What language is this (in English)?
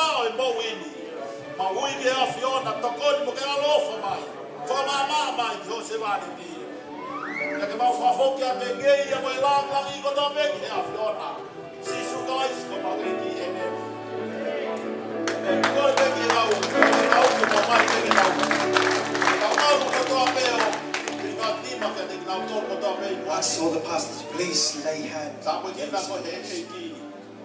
Tongan